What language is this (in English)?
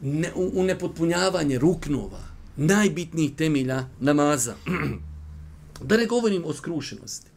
Bosnian